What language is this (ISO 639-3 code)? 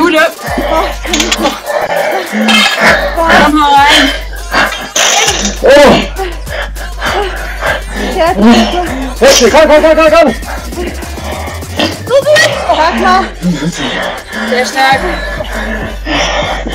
deu